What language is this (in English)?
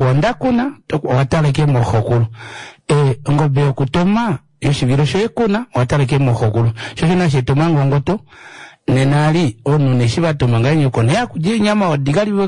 Kuanyama